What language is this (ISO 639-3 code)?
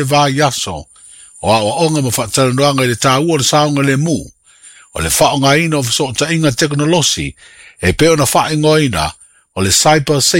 smo